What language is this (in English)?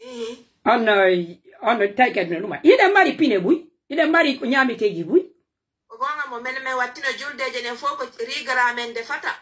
Pular